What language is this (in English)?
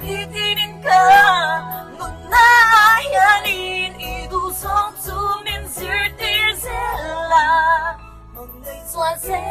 Mizo